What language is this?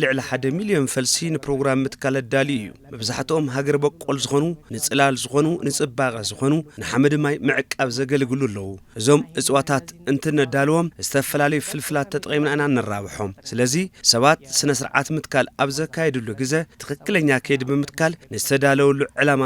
Tigrinya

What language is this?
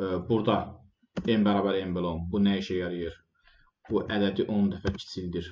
Azerbaijani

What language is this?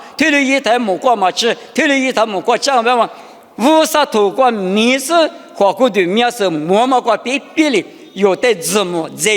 Lisu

